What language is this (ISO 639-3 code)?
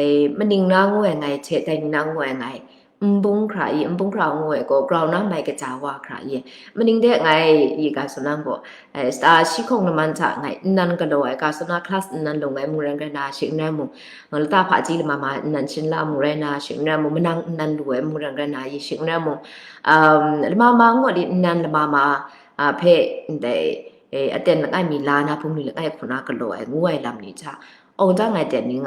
kac